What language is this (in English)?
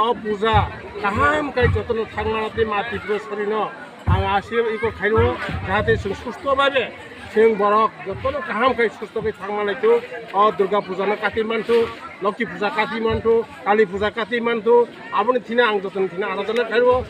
Kok Borok